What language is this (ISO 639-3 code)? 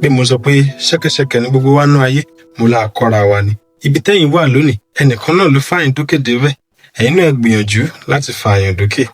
yor